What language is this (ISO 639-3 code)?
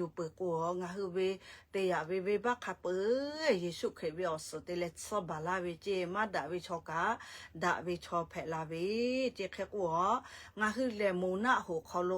lhu